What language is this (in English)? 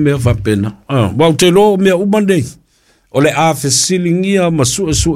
Samoan